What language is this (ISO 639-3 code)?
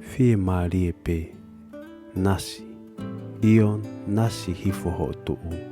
ton